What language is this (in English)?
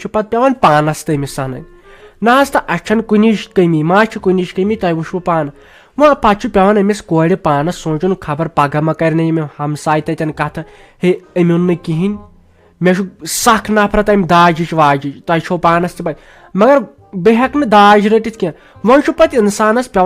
Kashmiri